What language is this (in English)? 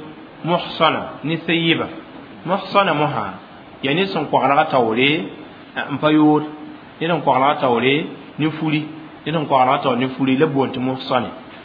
Mossi